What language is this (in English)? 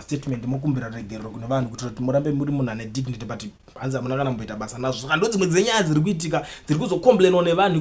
Shona